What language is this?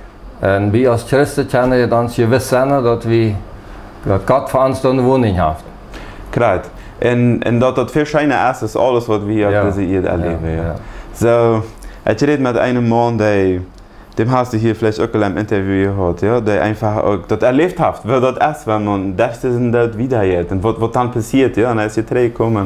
Plautdietsch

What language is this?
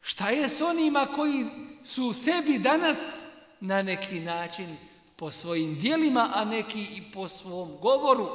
Bosnian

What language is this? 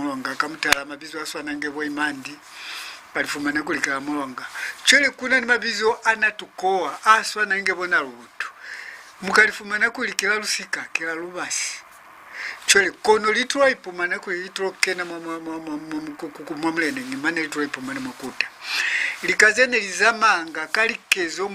Lozi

